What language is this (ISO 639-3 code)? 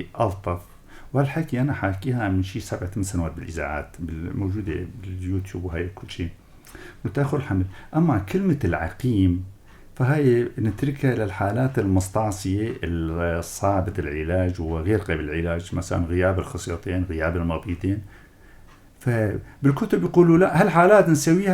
apc